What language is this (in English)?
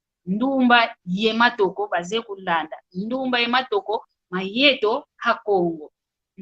San Salvador Kongo